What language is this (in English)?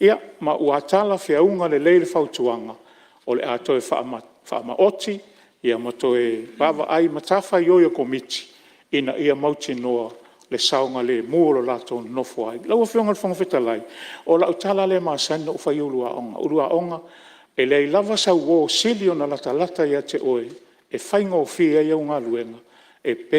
Samoan